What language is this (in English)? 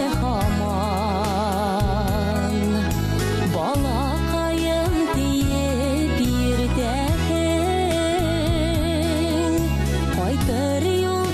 Bashkir